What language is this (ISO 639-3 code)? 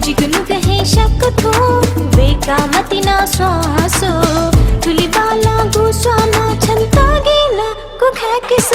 new